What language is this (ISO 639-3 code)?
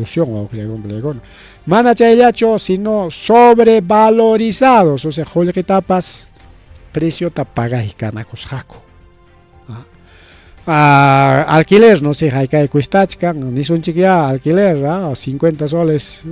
quy